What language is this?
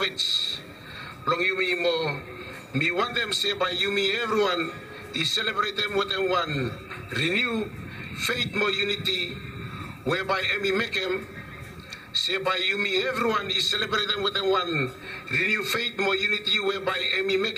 Bislama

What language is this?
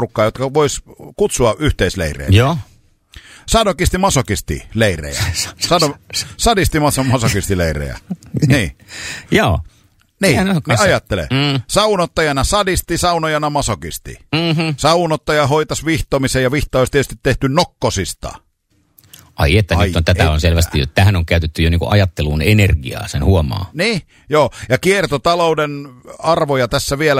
Finnish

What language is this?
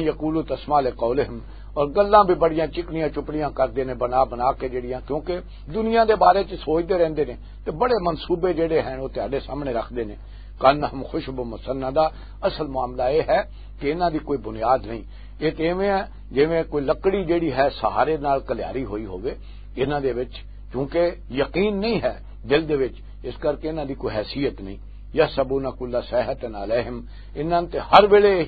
Western Panjabi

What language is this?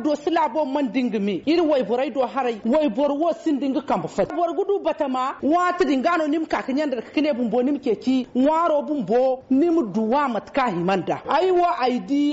Zarma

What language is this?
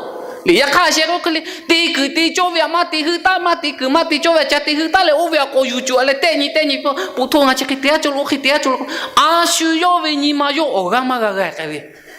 Lahu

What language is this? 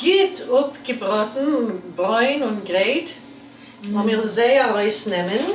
Yiddish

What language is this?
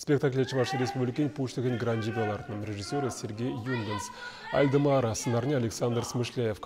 Chuvash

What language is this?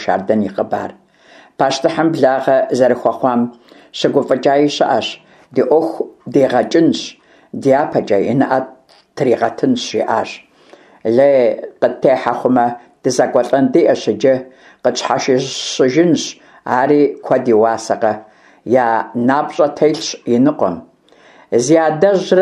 Kabardian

